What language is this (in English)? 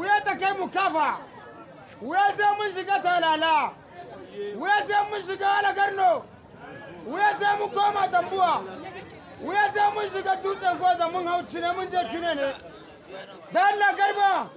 Hausa